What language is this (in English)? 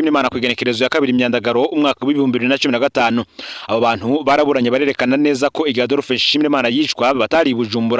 Rundi